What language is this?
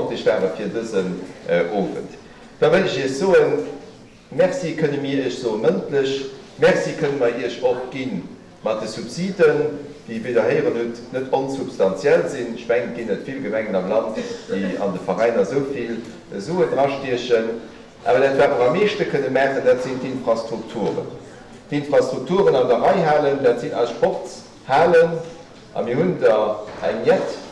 Luxembourgish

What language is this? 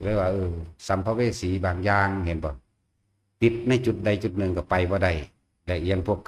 Northeastern Thai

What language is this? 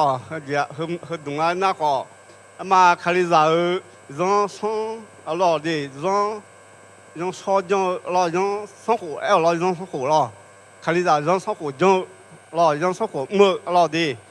Akha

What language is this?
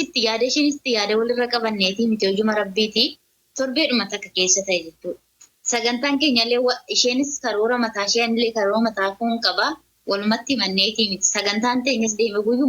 Oromo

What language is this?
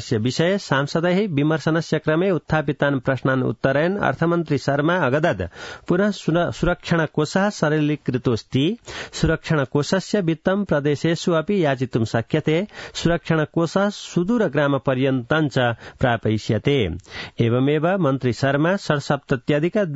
Sanskrit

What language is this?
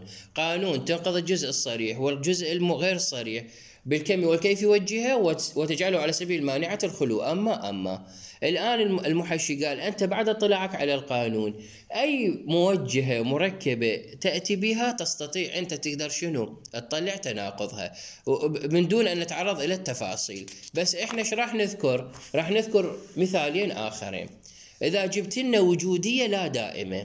Mesopotamian Arabic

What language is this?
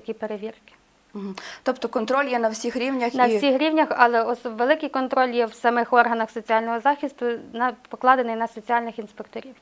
Ukrainian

